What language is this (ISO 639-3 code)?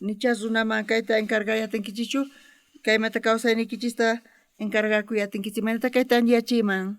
quh